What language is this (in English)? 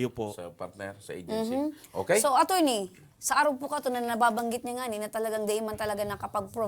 Bikol